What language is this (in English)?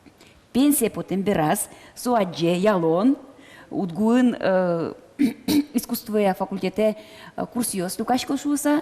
Udmurt